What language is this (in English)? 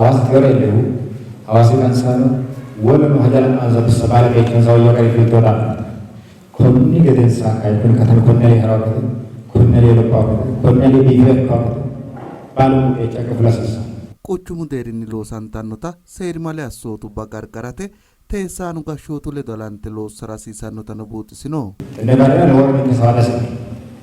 Sidamo